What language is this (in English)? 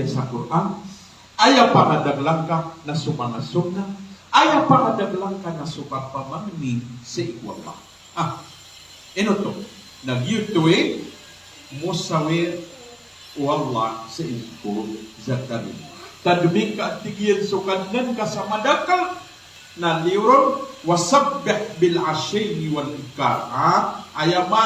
Maranao